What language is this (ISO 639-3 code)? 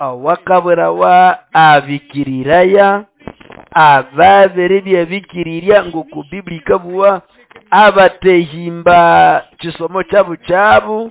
nnb